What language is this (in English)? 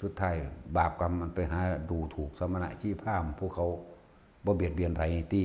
Northeastern Thai